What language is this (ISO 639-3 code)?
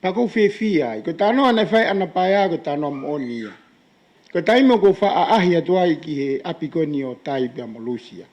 ton